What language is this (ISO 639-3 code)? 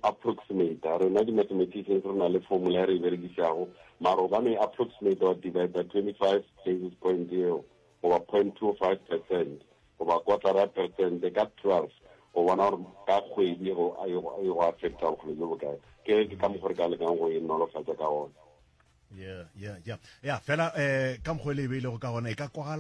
nso